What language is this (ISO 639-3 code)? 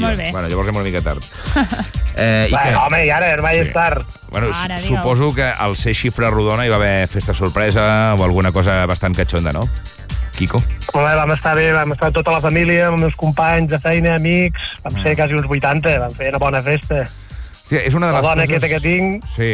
cat